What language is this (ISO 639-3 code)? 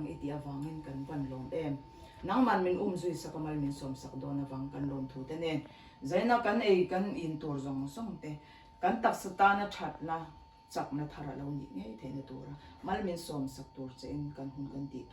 lus